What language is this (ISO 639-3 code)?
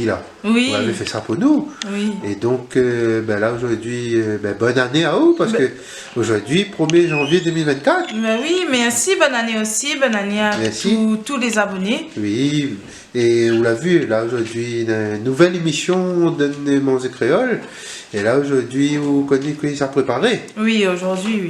rcf